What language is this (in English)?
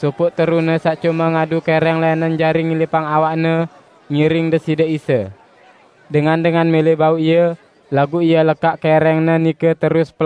Sasak